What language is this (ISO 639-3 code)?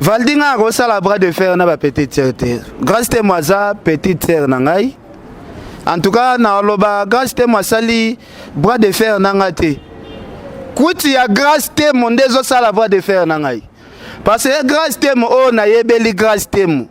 lin